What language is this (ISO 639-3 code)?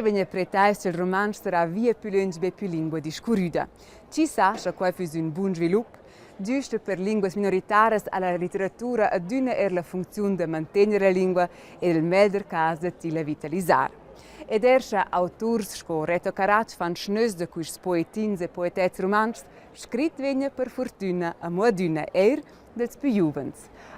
roh